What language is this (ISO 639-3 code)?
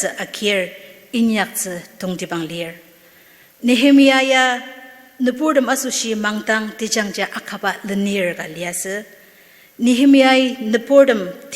njo